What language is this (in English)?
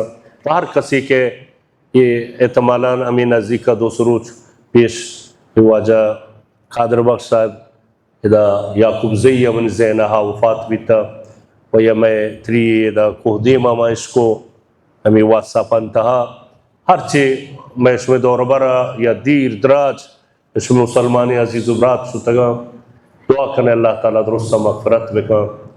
Baluchi